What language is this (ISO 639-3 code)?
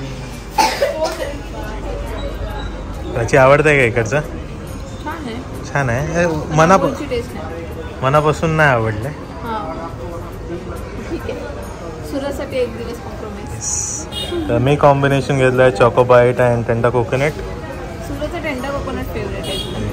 mar